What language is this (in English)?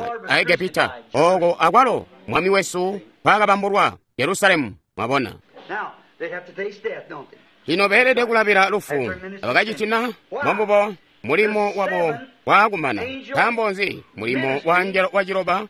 Tonga (Zambia)